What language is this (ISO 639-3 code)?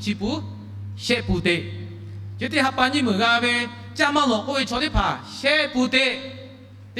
lhu